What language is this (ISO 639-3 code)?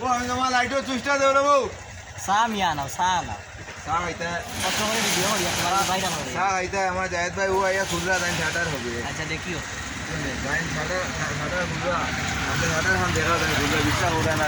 syl